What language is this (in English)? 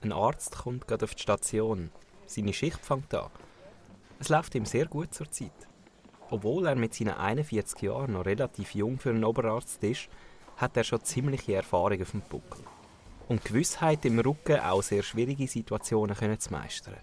Swiss German